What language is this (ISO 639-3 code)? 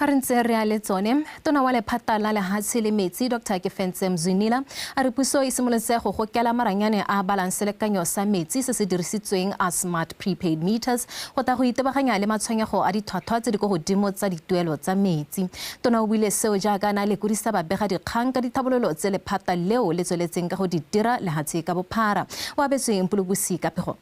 tsn